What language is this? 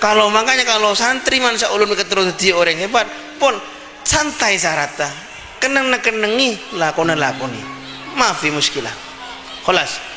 Madurese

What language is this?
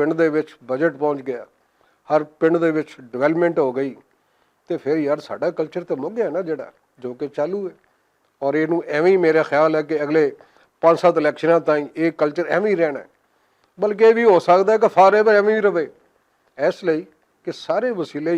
Western Panjabi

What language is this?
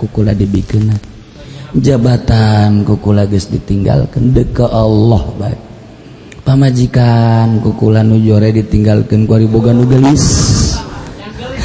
Sundanese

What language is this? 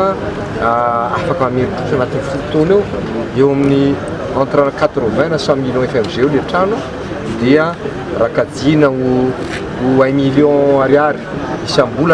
Malagasy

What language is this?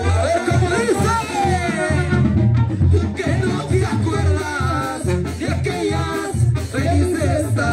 Spanish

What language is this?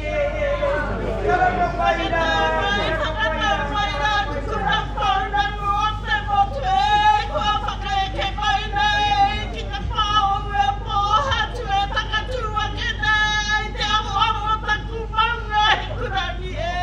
Māori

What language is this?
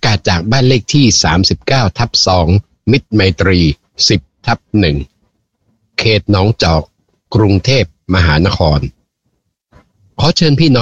Thai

